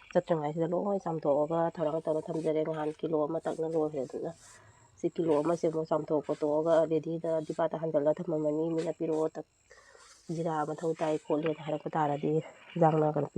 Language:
Manipuri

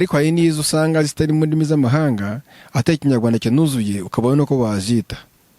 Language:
Kinyarwanda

